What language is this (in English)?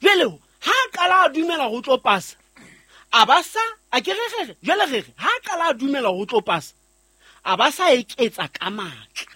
Southern Sotho